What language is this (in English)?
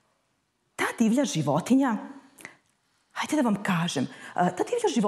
Serbian